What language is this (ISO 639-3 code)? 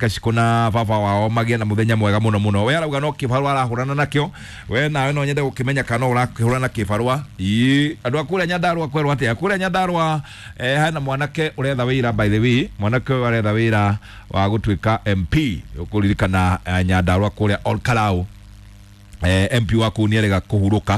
kik